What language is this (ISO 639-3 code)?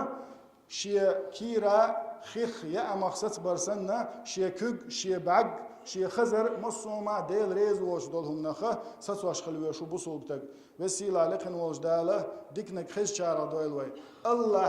che